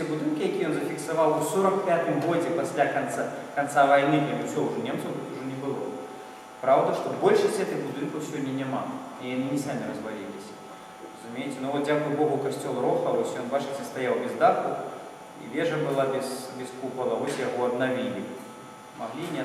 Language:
Belarusian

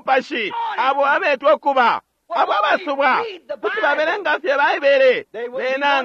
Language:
Bemba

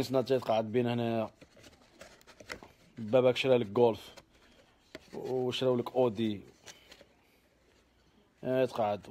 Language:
Algerian Arabic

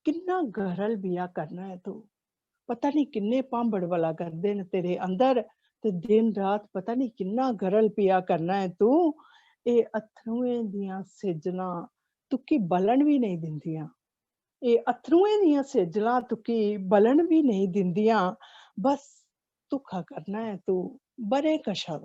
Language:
Dogri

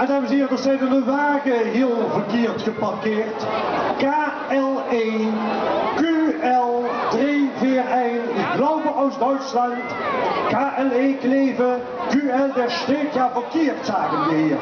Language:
Limburgish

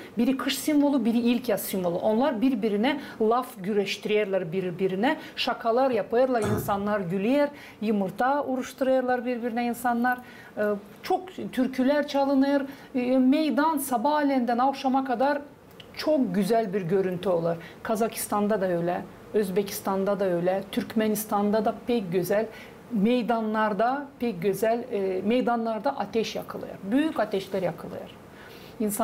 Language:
Gagauz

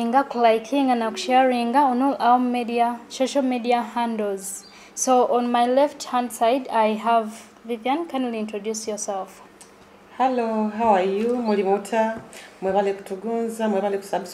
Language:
Nyoro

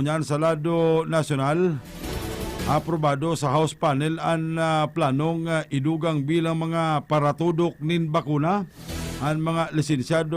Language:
Bikol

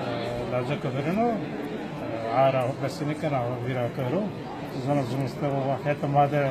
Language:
Zaza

